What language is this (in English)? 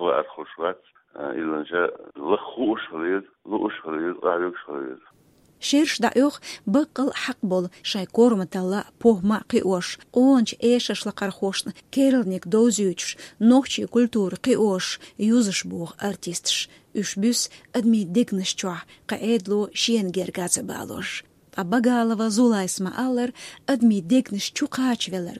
Chechen